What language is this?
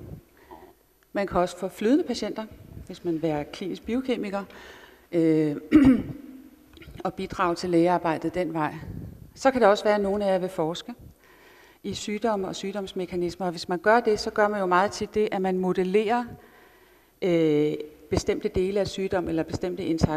Danish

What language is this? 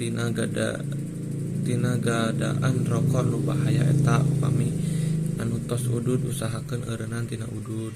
Sundanese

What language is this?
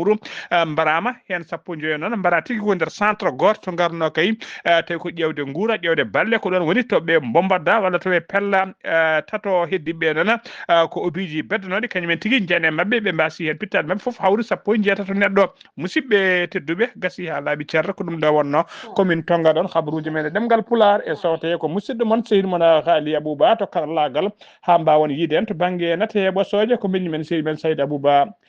Fula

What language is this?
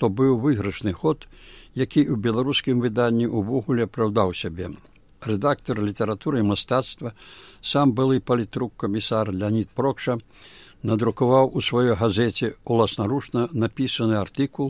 Belarusian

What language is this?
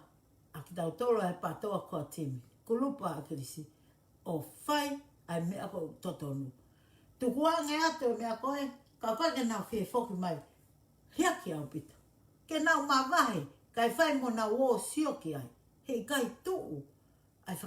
Tongan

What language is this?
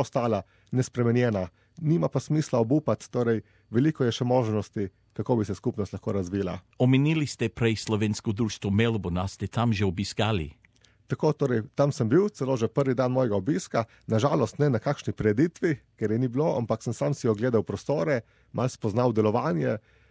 Slovenian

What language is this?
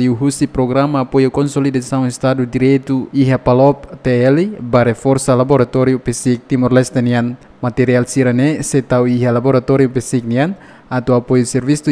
Tetum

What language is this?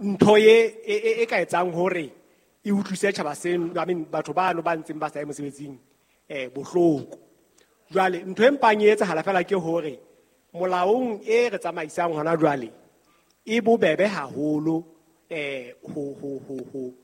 Southern Sotho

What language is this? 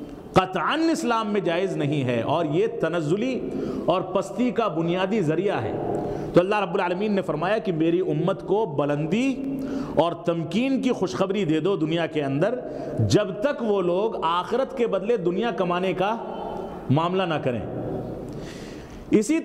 Urdu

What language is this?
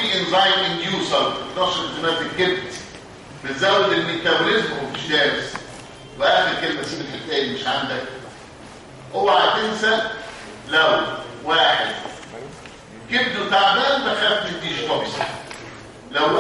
Egyptian Arabic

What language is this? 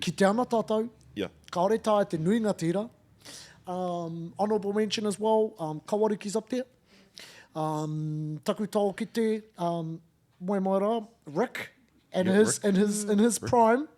Māori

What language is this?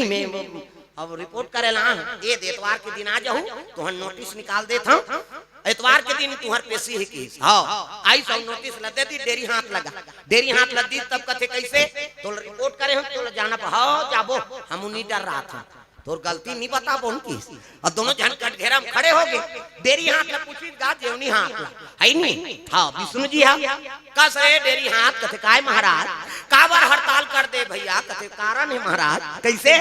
Chhattisgarhi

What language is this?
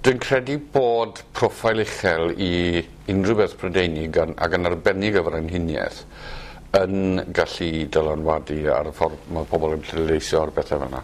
Welsh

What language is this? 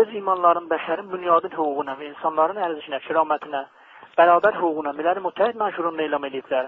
South Azerbaijani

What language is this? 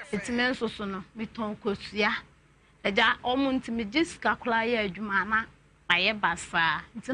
Akan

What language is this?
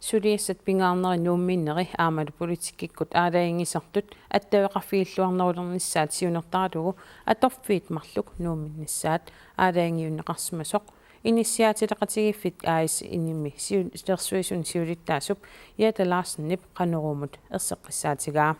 Kalaallisut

